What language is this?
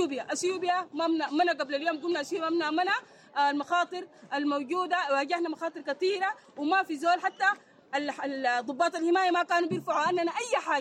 Sudanese Arabic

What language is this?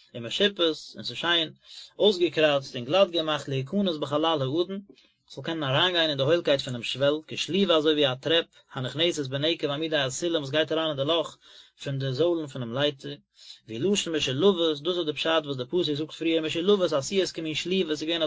Yiddish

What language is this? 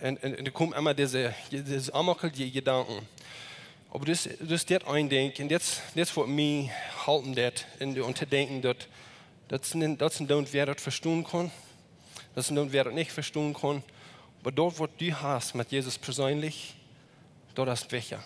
Plautdietsch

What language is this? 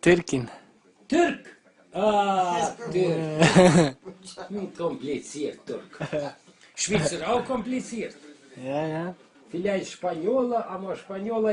Swiss German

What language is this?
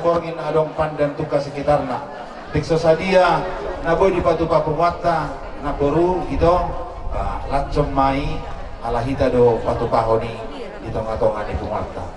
Batak Toba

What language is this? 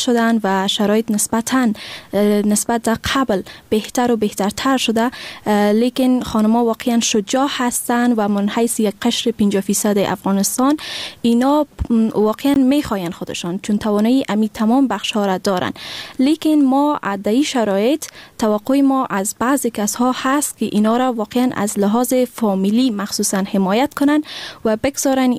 Persian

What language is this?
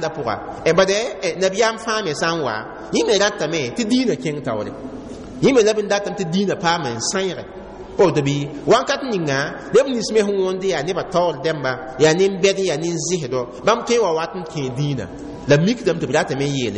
Mossi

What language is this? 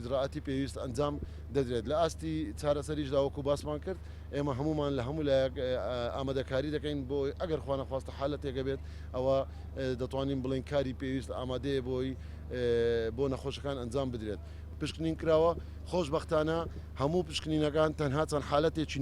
Central Kurdish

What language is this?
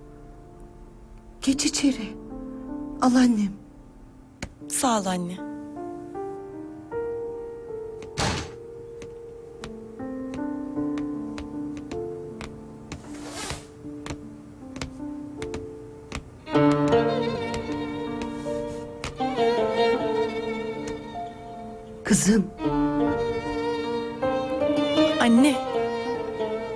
Turkish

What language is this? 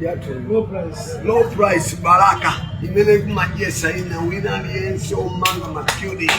Nyanja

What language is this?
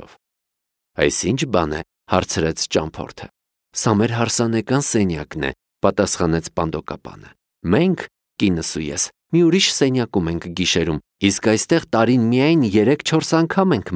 Armenian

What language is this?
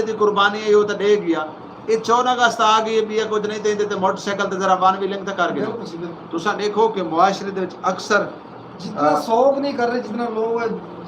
Saraiki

